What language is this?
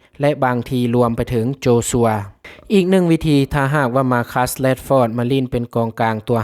Lao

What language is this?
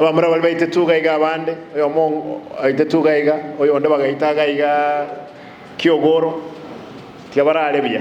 Gusii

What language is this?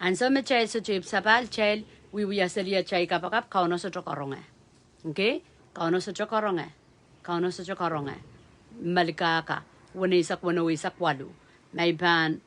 Pohnpeian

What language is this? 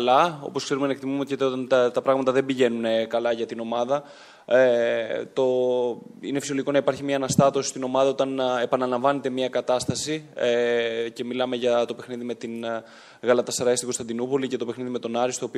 Greek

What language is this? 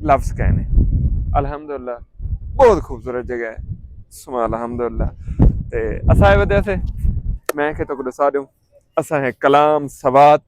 Saraiki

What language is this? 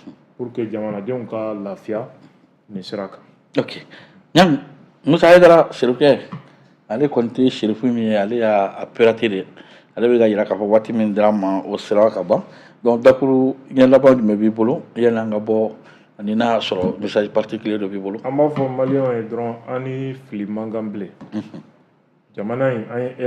Bambara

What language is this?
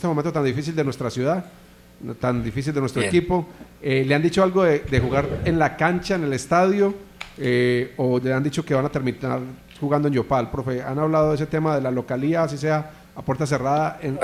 Spanish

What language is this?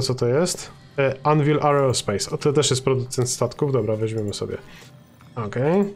Polish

